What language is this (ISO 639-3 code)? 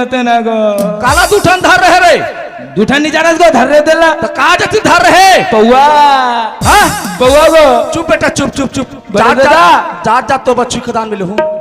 hne